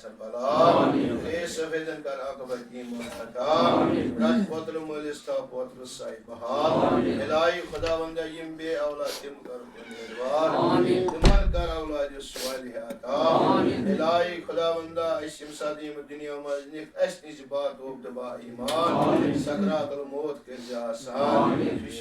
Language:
Kashmiri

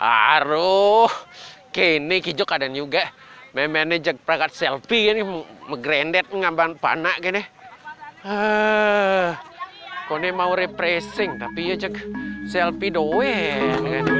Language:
Balinese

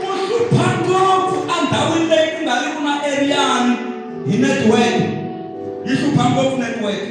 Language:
Tsonga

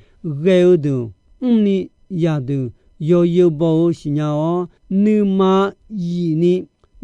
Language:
Akha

